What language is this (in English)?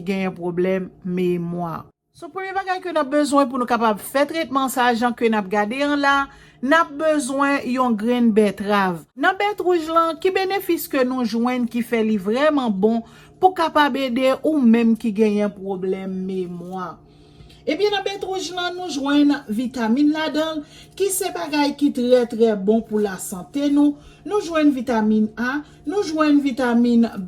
Haitian Creole